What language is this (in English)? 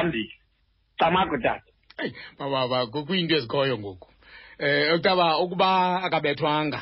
Xhosa